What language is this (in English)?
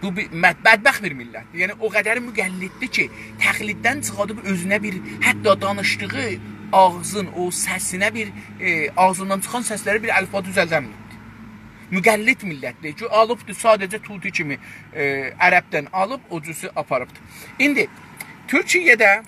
South Azerbaijani